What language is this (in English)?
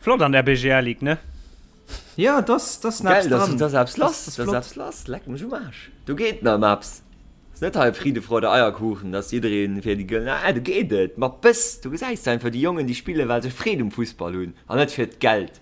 Luxembourgish